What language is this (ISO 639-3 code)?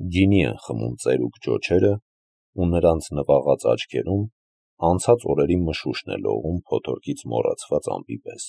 hye